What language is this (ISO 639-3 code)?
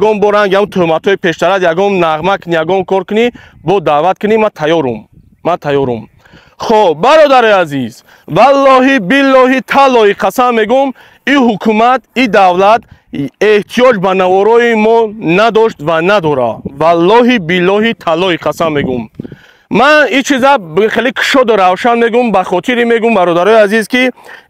tgk